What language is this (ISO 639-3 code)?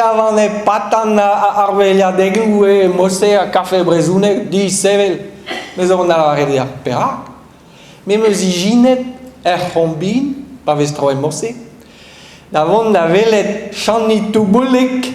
bre